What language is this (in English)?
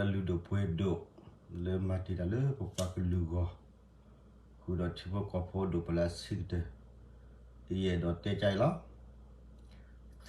S'gaw Karen